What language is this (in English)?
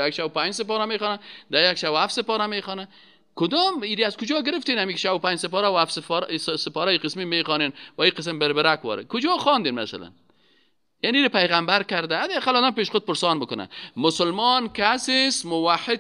Persian